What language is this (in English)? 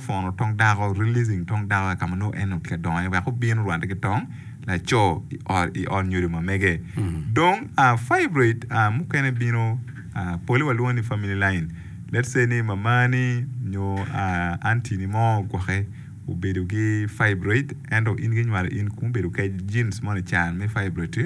Acoli